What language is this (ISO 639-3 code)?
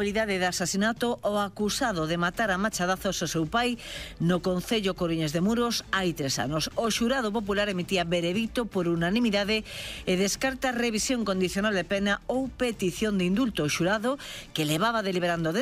glg